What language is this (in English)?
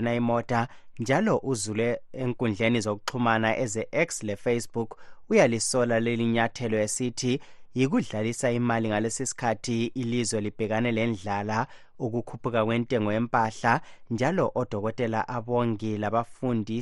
North Ndebele